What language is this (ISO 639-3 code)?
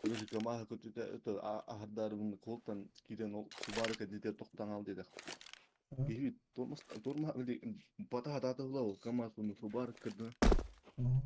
sah